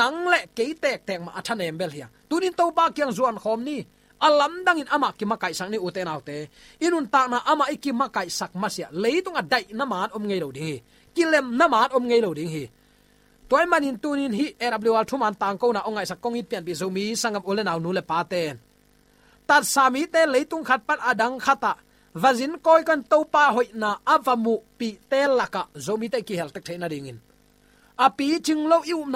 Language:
Tedim Chin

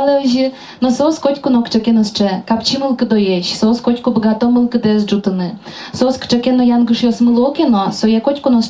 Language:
Udmurt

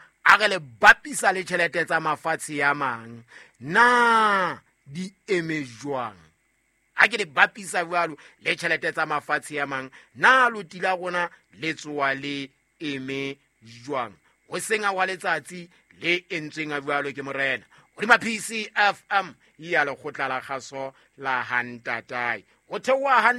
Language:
Southern Sotho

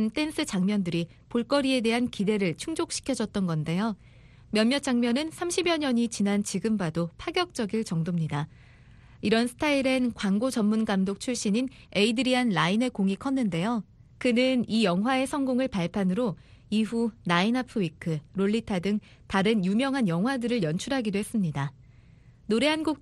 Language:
Korean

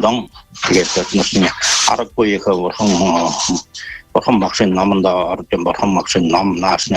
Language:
Buriat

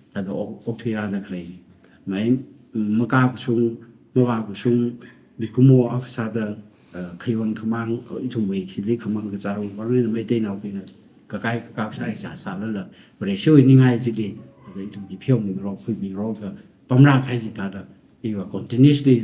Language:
Tangkhul Naga (India)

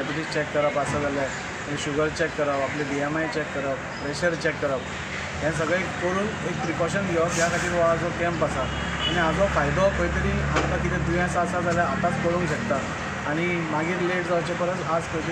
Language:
Konkani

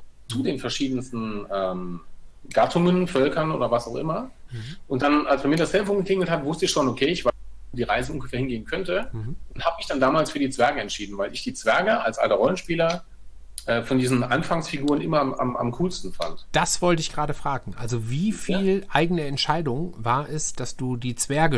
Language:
German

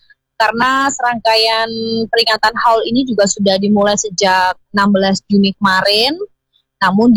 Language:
Indonesian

